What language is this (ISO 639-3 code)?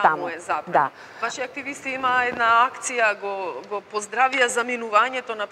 mkd